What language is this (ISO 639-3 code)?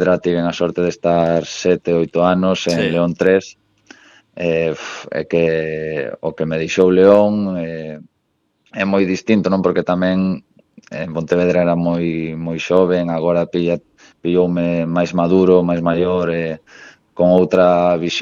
glg